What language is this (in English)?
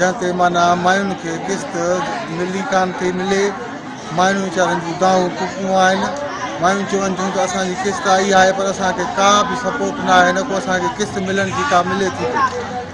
Sindhi